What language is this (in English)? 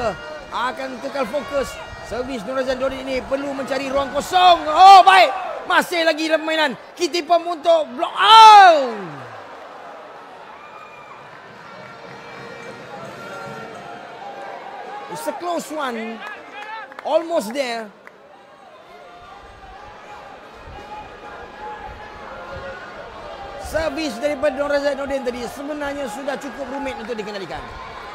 Malay